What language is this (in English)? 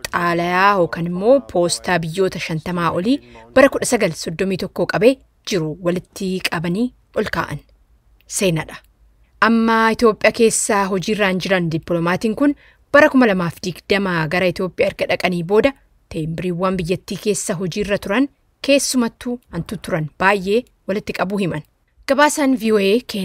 Oromo